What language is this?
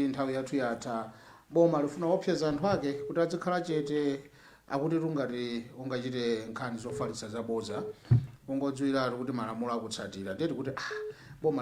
Nyanja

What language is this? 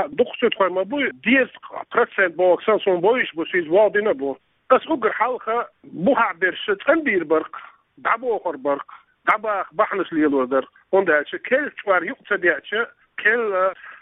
Chechen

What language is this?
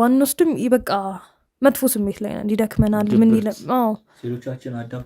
Amharic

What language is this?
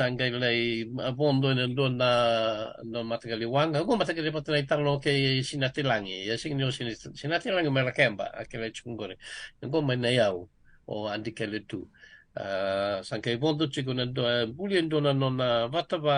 Fijian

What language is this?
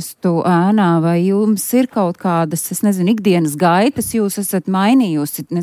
Latvian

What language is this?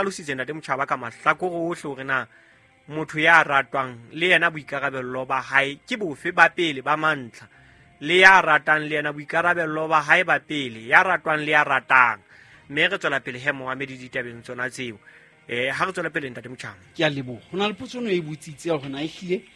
Southern Sotho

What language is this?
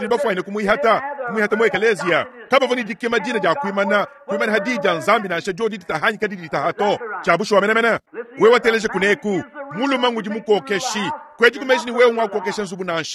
Luba-Lulua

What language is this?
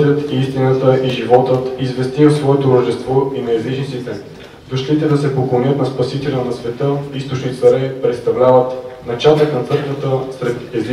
Bulgarian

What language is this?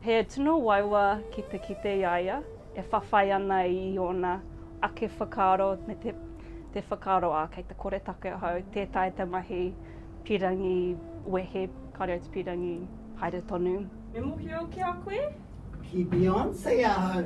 Māori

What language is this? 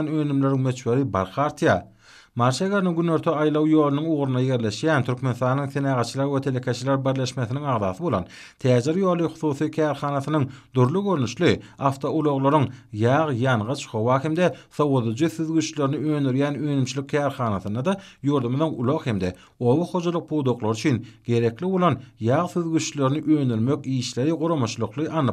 Turkmen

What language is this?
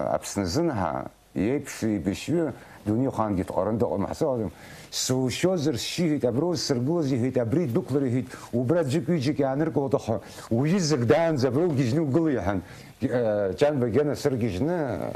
Abkhazian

